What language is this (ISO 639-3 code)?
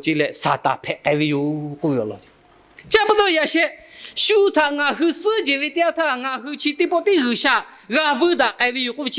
lhu